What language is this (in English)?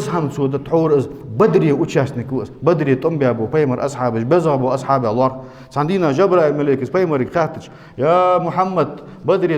Ingush